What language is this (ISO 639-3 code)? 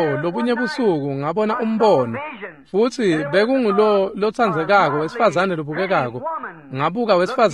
ssw